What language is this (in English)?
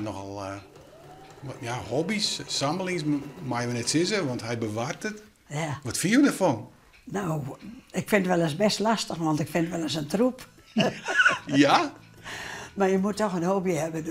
Western Frisian